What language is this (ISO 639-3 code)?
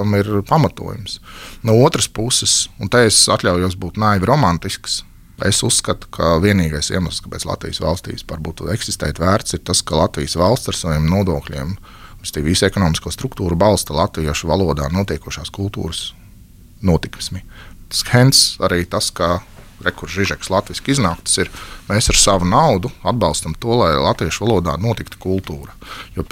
lav